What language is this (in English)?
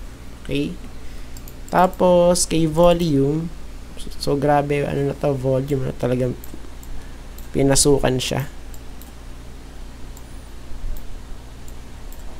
Filipino